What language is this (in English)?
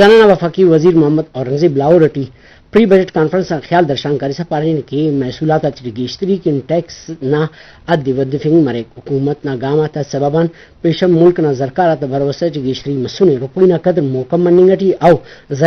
Brahui